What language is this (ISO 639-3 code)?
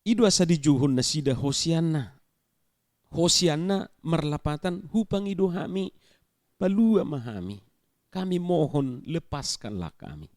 bbc